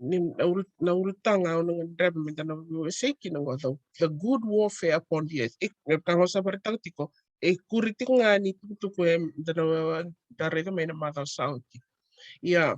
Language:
Fijian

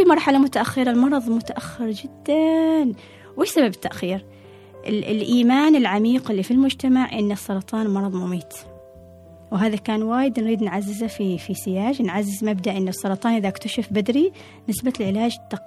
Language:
Gulf Arabic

